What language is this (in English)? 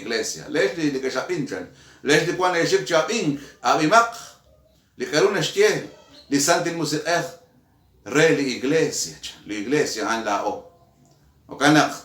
Kekchí